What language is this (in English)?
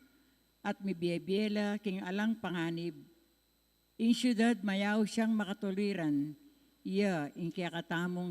Pampanga